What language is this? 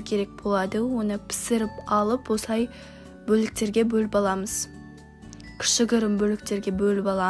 Kazakh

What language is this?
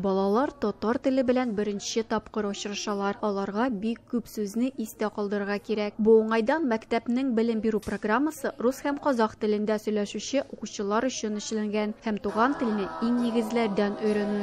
Tatar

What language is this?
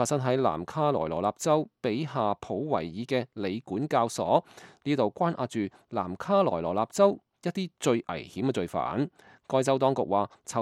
Cantonese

